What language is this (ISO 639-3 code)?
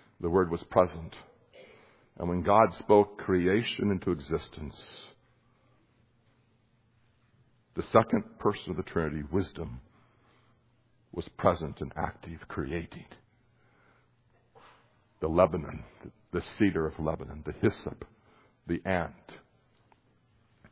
eng